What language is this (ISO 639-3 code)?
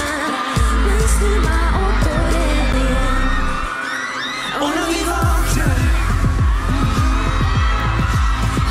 swe